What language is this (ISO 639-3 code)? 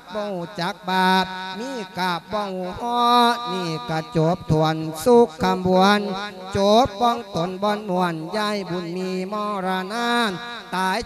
lao